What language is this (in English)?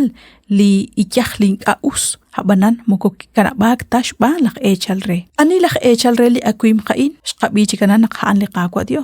Kekchí